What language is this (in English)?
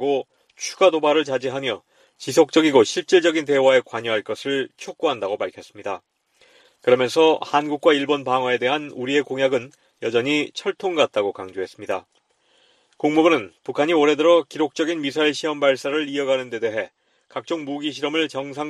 Korean